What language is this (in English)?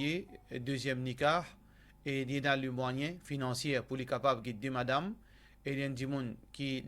Morisyen